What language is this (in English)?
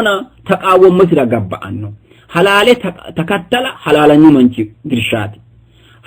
Sidamo